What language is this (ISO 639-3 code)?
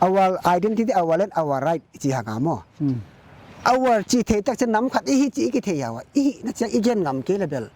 pck